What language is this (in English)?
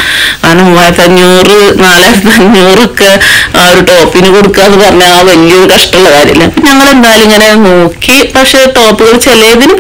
Malayalam